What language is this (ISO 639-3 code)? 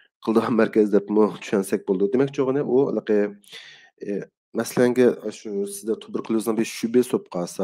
uig